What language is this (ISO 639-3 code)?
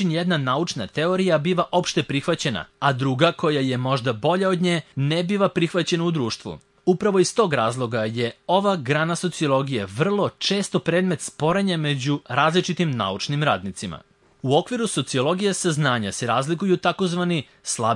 srp